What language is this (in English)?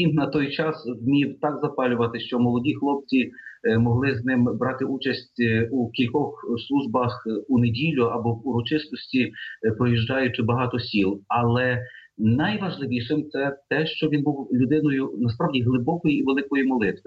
Ukrainian